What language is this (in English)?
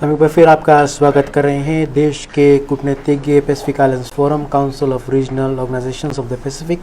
Fijian